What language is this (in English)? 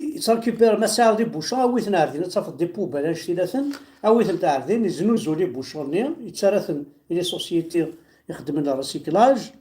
Kabyle